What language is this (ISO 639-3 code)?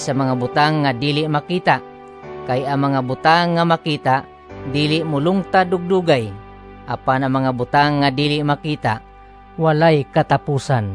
ceb